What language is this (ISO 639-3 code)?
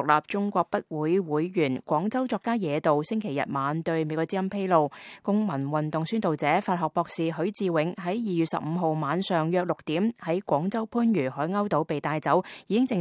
yue